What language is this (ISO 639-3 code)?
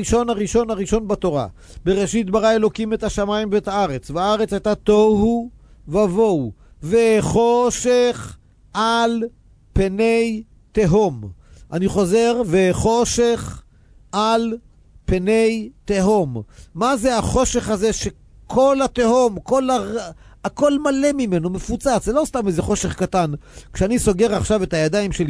heb